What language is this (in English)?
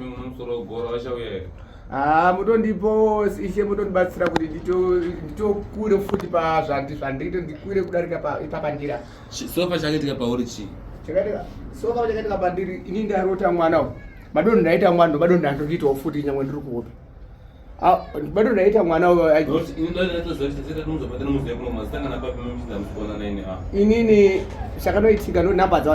Shona